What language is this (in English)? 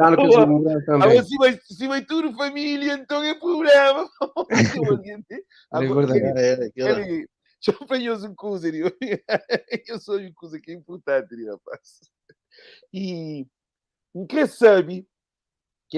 Kabuverdianu